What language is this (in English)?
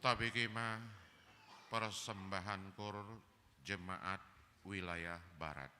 Batak Toba